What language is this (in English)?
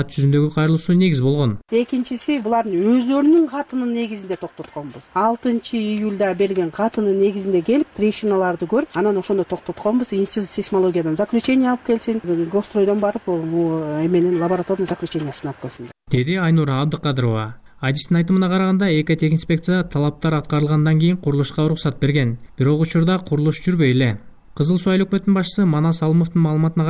Kyrgyz